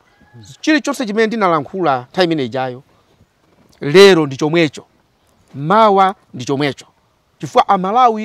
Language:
Nyanja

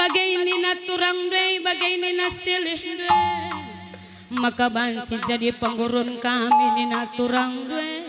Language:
Batak Karo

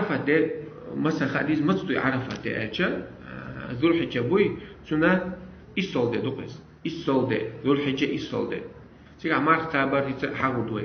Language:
Chechen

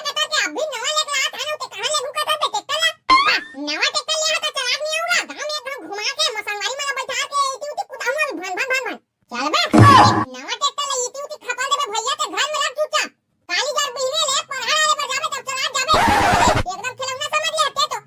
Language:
Chhattisgarhi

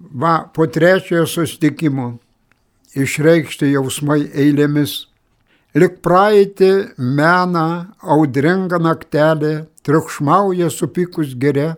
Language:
Lithuanian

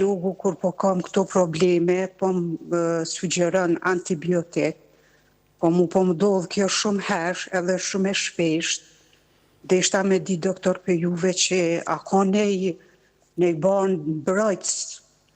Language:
Albanian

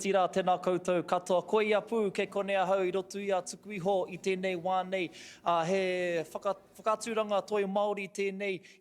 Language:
Māori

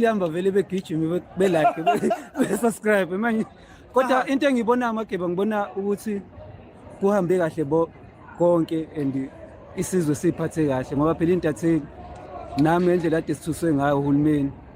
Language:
Zulu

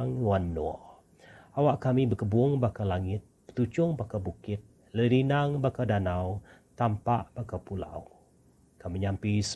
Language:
Iban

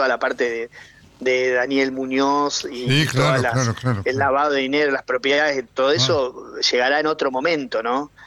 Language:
Spanish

